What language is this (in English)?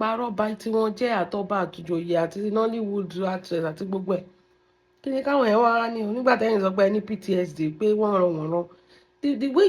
Yoruba